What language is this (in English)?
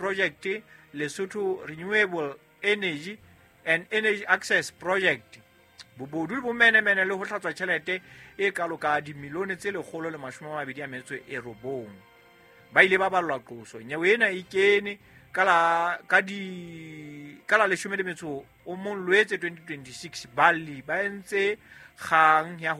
Southern Sotho